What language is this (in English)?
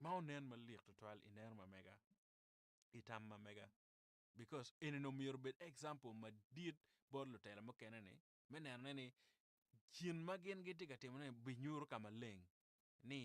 Acoli